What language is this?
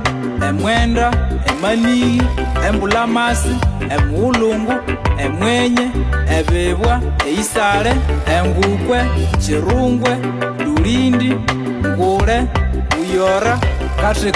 Konzo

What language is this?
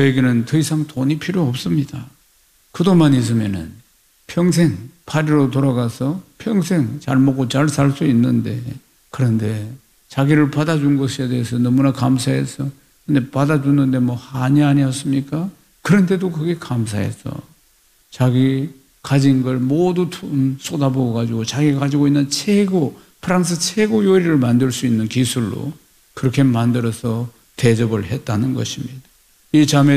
Korean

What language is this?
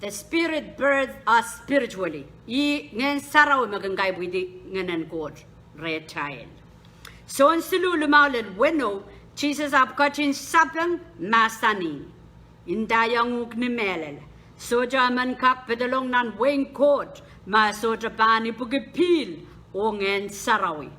Pohnpeian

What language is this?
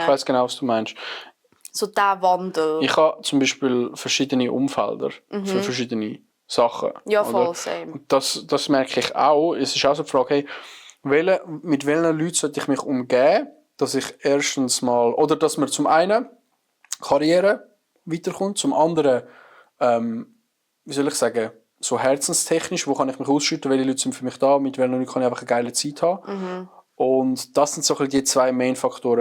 Swiss German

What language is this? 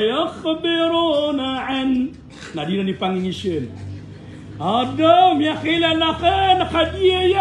Maranao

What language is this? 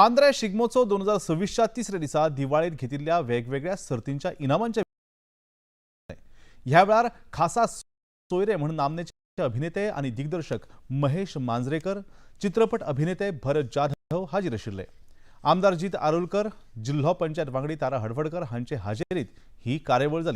Konkani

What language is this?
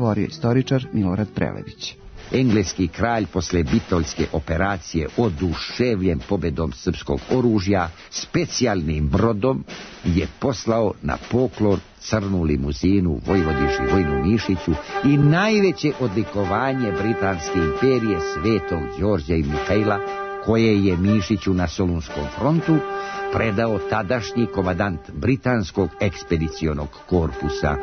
Serbian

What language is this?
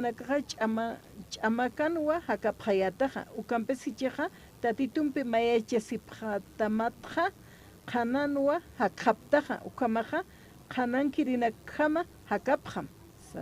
Aymara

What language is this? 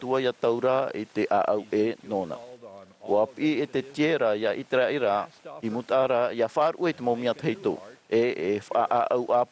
Tahitian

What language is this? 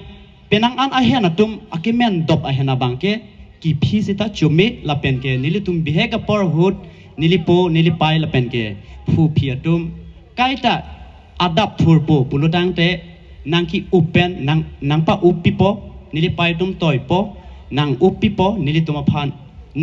Karbi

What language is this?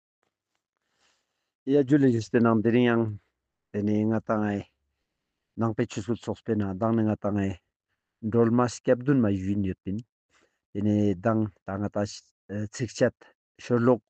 Ladakhi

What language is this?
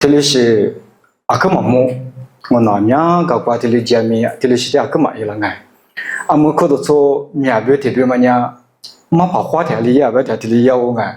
Lisu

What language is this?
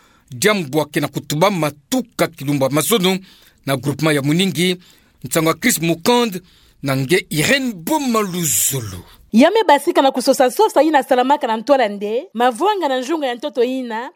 Kituba (Democratic Republic of Congo)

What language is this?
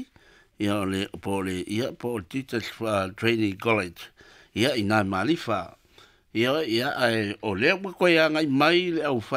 Samoan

